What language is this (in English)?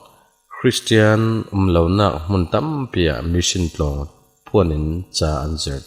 Falam Chin